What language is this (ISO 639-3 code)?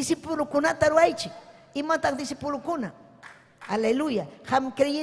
quy